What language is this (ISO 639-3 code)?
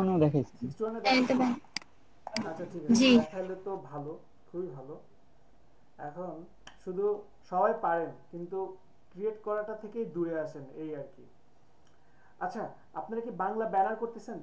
ben